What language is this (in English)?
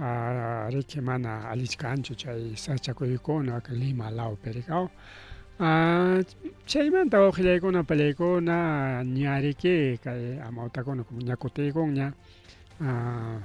Ayacucho Quechua